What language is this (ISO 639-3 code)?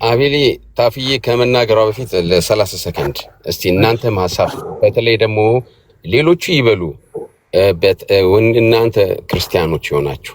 amh